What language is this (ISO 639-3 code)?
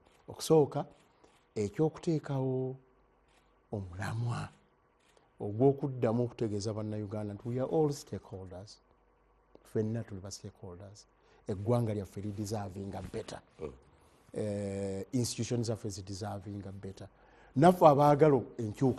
lug